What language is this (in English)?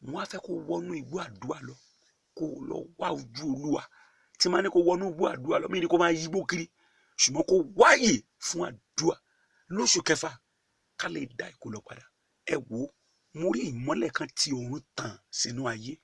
Yoruba